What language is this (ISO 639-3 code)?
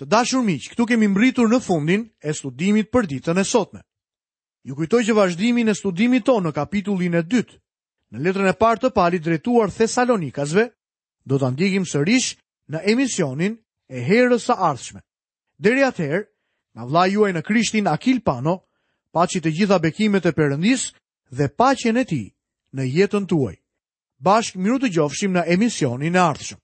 sqi